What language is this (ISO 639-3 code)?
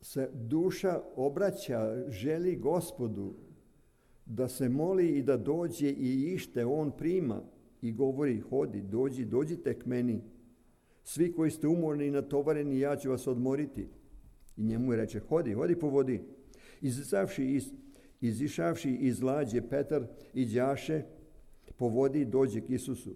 srp